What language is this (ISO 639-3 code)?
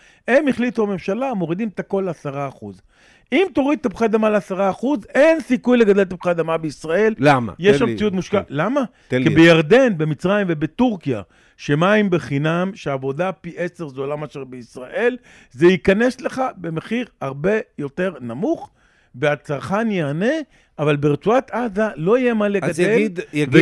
heb